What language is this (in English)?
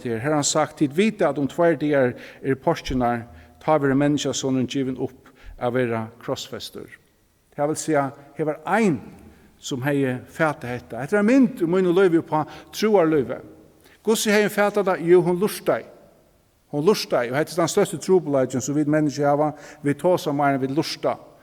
Faroese